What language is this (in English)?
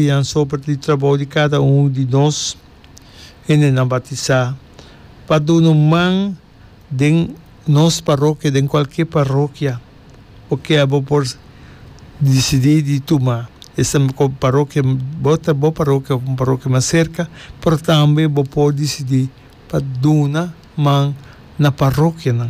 Papiamento